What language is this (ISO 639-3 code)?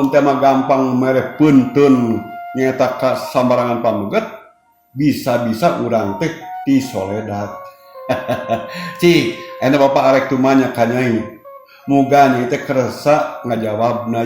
sun